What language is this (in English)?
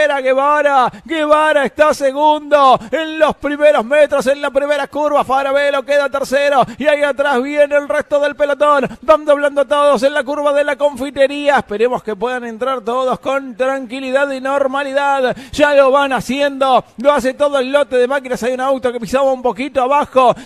Spanish